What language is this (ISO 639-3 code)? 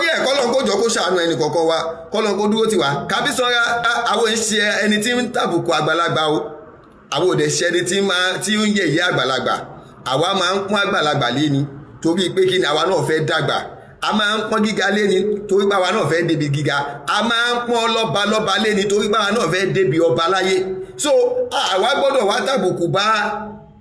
yor